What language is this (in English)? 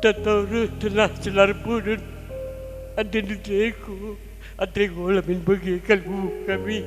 Batak Karo